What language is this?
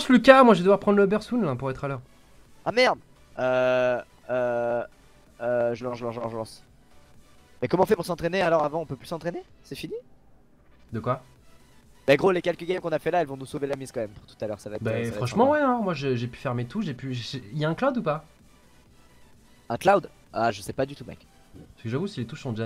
French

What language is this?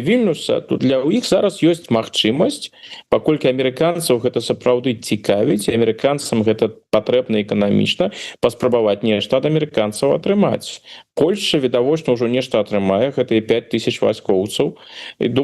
Belarusian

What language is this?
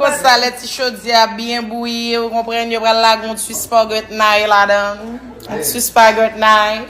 Haitian Creole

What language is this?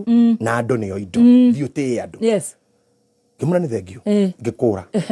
Kikuyu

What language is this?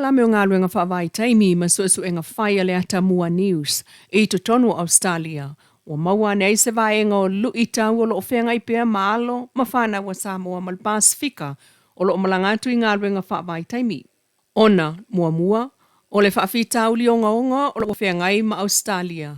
Samoan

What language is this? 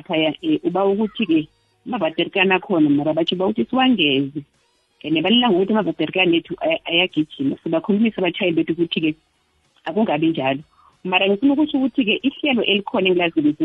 South Ndebele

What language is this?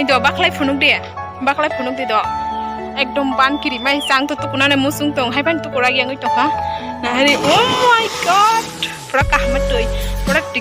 Kok Borok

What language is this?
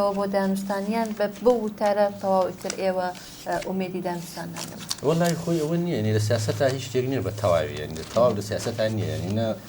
Central Kurdish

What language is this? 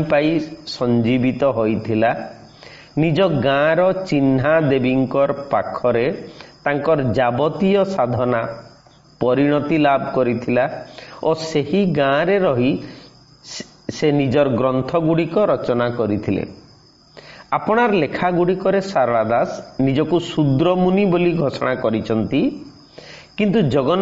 Odia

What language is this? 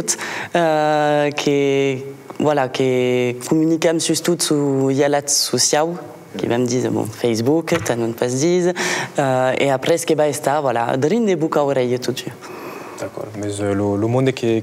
Occitan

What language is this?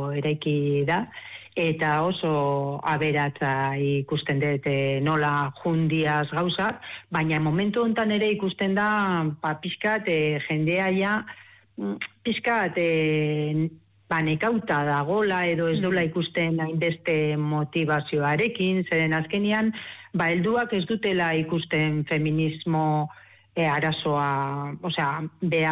Basque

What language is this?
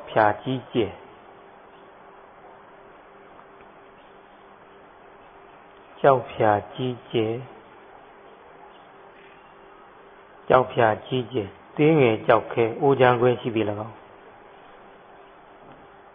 Burmese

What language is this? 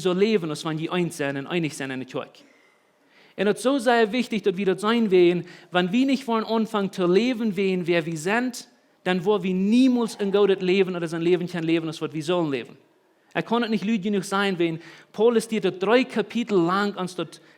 Plautdietsch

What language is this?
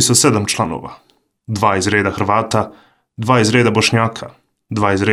Bosnian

